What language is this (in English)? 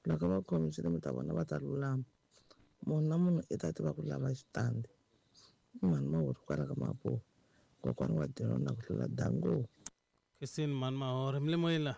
Tsonga